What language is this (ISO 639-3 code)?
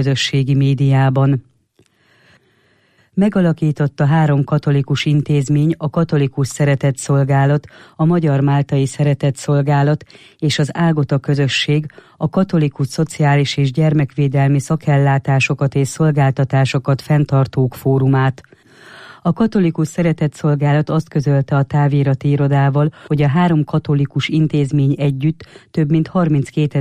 hun